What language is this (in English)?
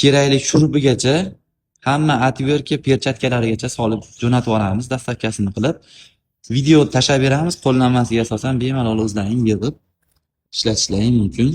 Uzbek